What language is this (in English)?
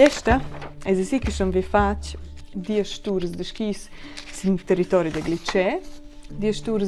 Romansh